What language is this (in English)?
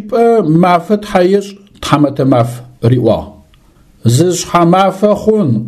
Adyghe